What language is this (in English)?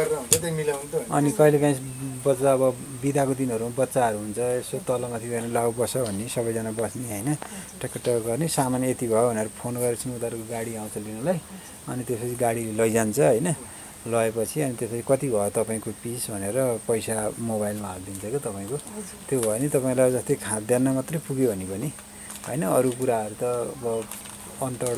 Nepali